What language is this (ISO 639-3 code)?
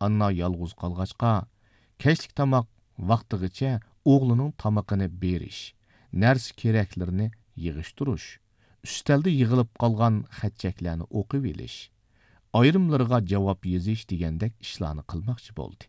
uig